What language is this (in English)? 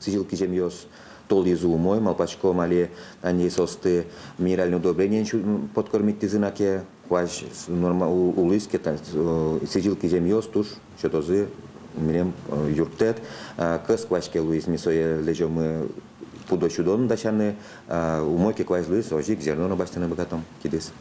Udmurt